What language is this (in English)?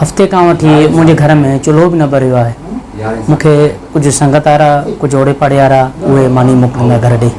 Sindhi